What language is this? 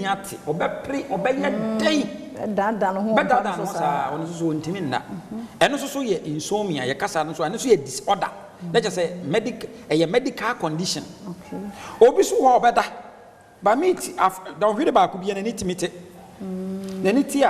Akan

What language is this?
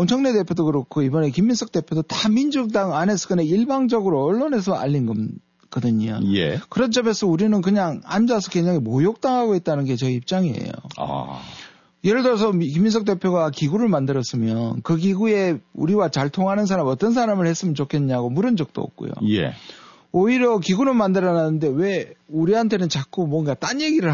Korean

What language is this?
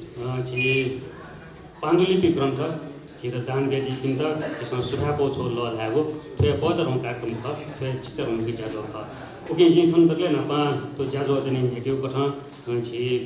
Newari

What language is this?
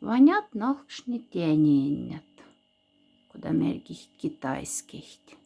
Moksha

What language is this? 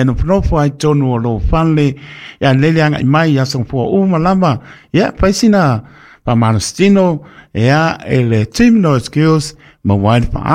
Samoan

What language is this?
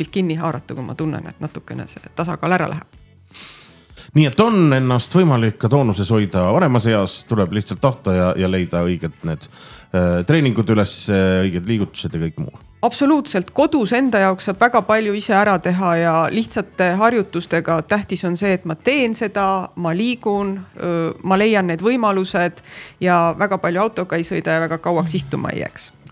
Estonian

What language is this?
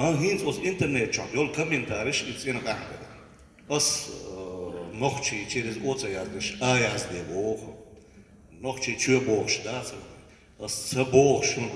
Chechen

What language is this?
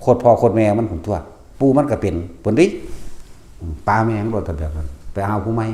Northeastern Thai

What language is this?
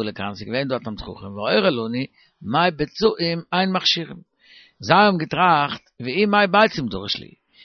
Yiddish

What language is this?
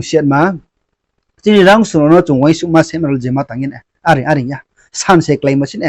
Riang (India)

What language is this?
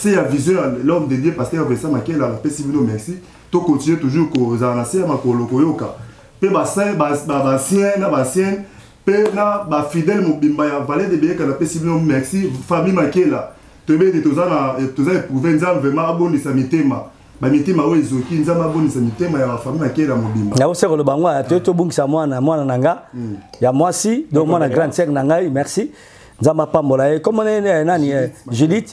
Lingala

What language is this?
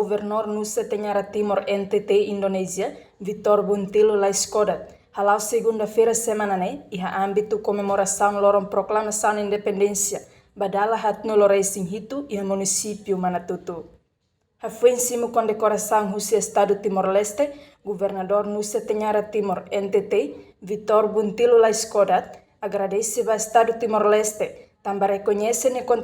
Tetum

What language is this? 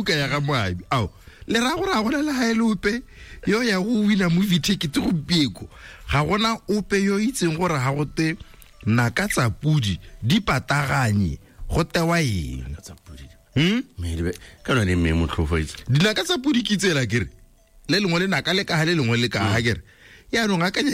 Tswana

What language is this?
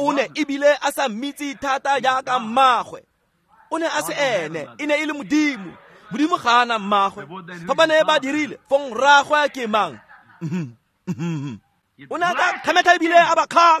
Tswana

